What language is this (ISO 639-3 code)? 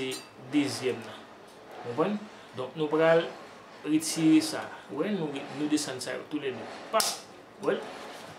hat